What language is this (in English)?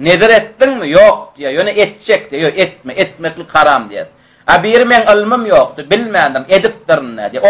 Turkmen